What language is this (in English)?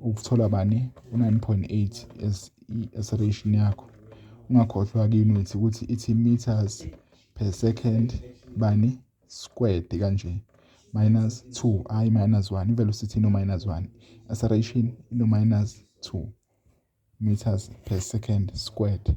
Zulu